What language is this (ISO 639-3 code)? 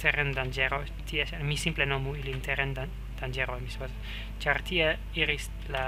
epo